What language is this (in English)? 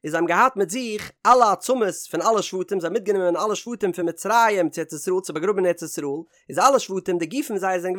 Yiddish